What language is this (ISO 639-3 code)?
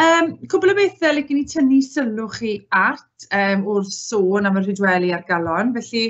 cym